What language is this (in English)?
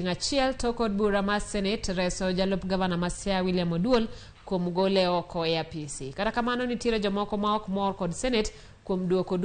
Luo (Kenya and Tanzania)